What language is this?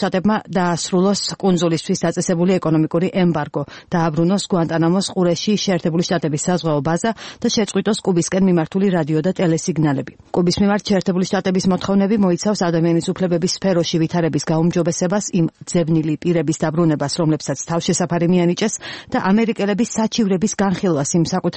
Georgian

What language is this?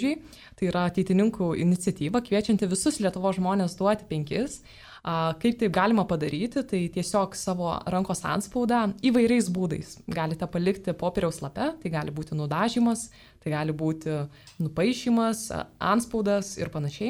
Lithuanian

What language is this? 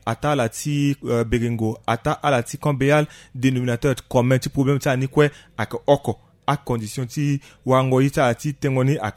Sango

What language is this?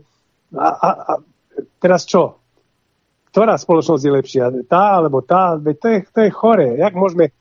Slovak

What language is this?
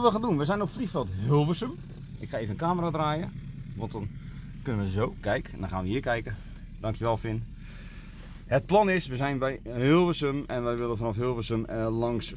Dutch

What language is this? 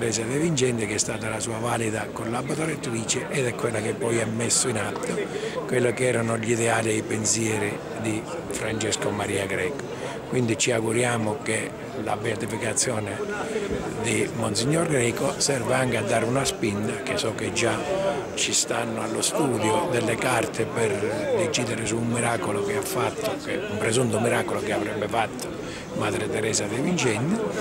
Italian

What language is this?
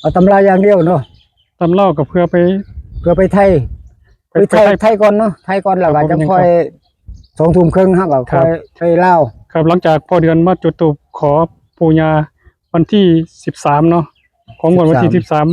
Northeastern Thai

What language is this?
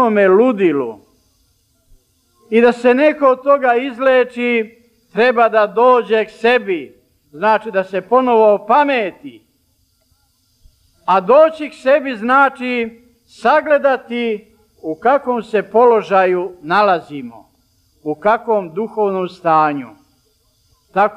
Serbian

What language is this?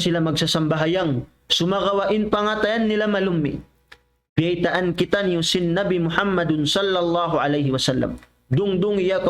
Tausug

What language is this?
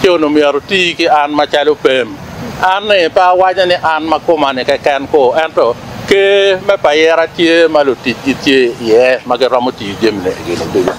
Acoli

